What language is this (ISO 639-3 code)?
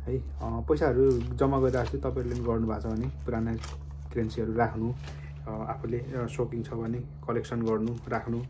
nep